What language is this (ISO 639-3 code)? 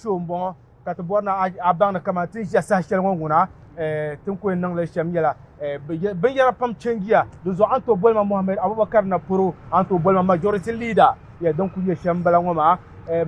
dag